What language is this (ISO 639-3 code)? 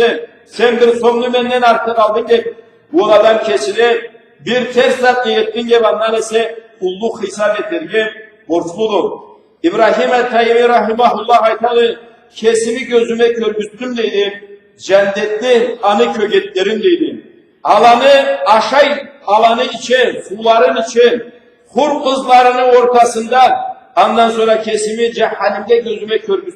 krc